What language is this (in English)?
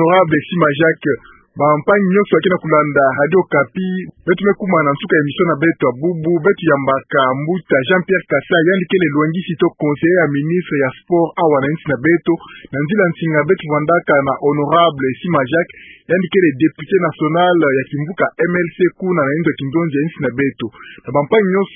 Kituba (Democratic Republic of Congo)